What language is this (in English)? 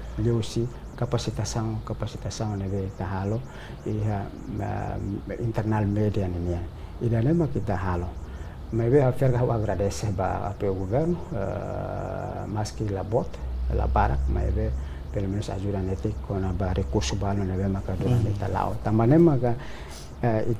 Tetum